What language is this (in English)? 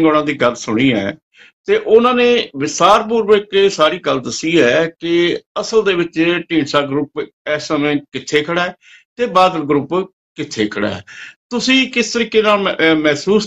Punjabi